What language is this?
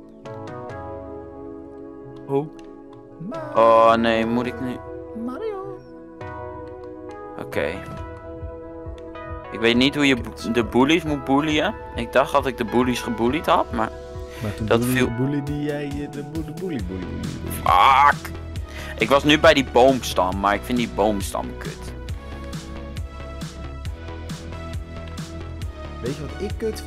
Dutch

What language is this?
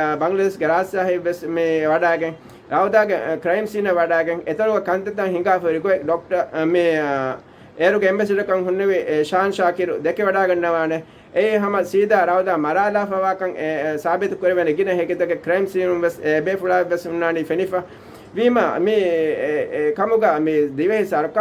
Divehi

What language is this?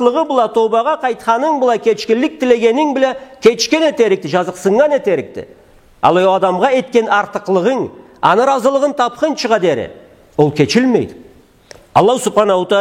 Karachay-Balkar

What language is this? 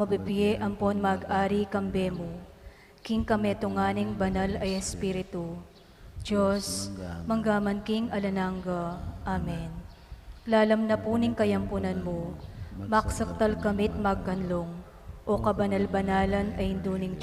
Pampanga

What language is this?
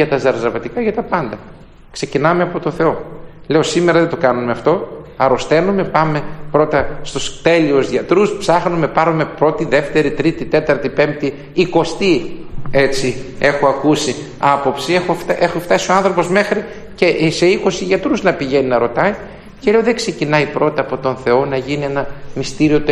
Greek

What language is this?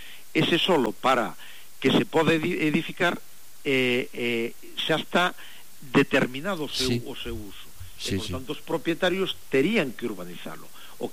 Galician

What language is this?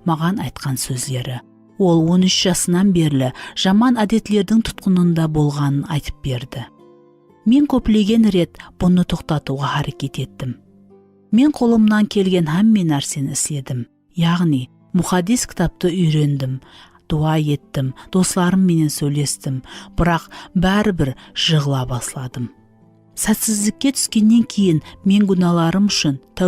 Kara-Kalpak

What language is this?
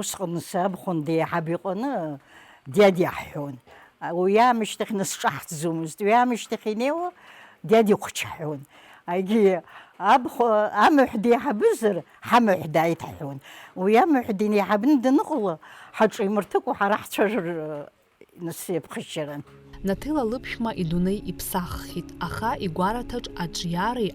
Abkhazian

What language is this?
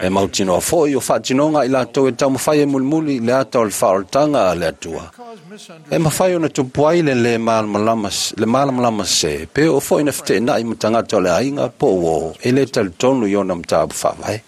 Samoan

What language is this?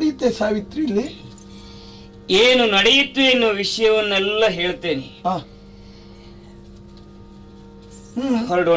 Kannada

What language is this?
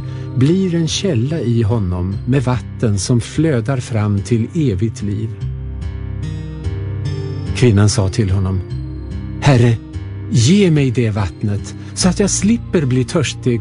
Swedish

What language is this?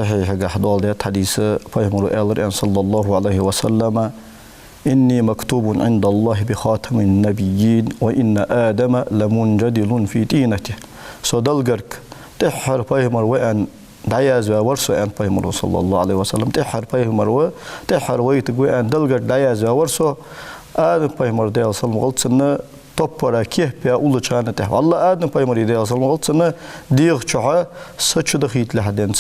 Ingush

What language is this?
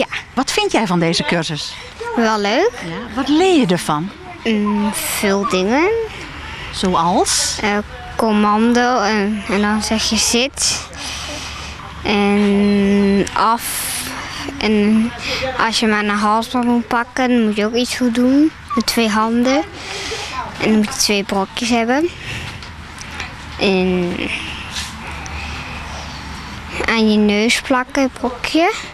Dutch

